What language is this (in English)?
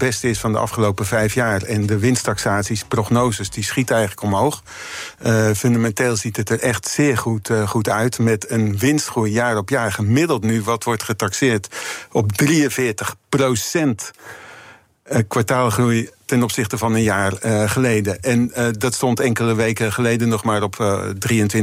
Dutch